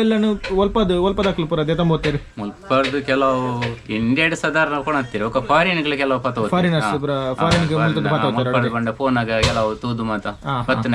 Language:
Tulu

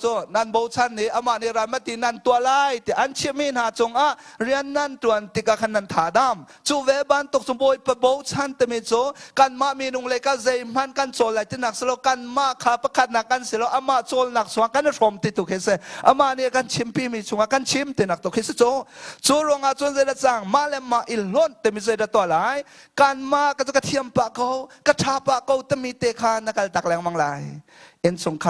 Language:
Hakha Chin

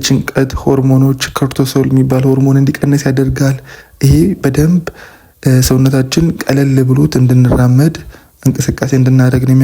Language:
Amharic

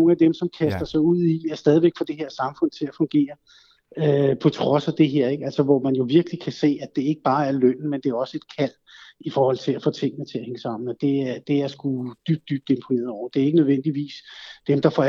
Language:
Danish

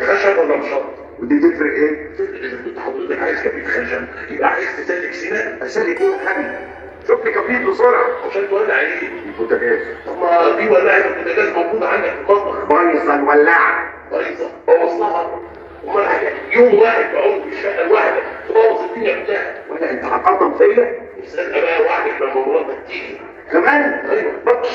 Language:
Egyptian Arabic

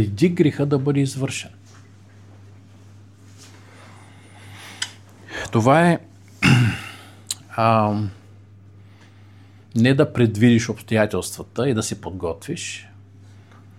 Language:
Bulgarian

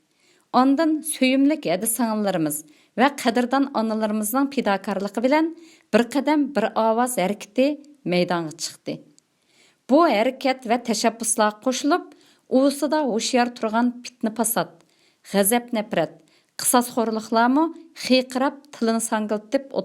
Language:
Uyghur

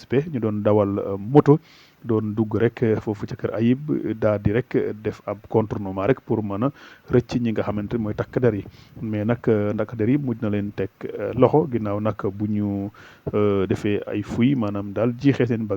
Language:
Wolof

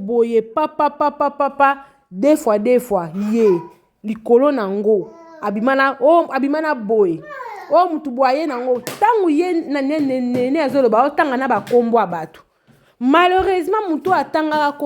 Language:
Lingala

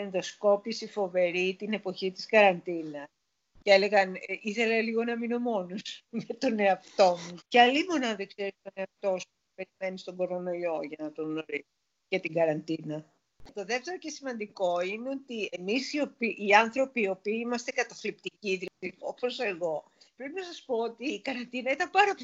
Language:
Greek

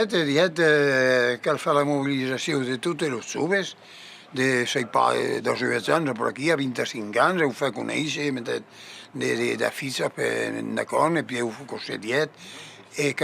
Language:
Occitan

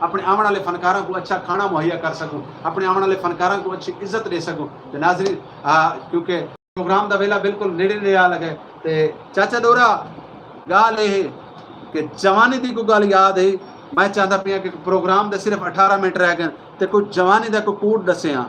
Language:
Saraiki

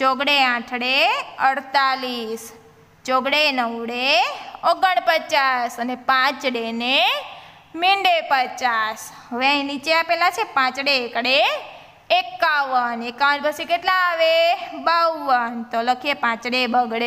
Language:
Gujarati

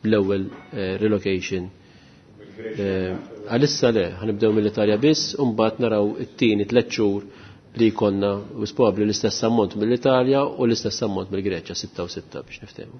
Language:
Maltese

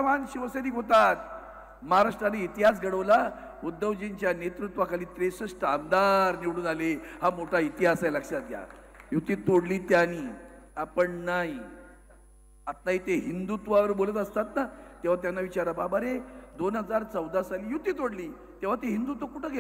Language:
Marathi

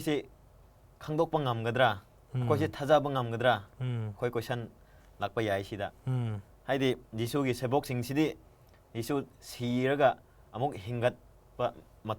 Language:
Manipuri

